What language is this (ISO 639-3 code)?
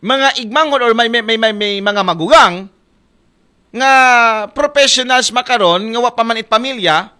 akl